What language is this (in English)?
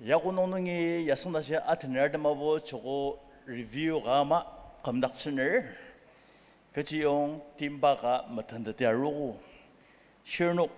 Ao Naga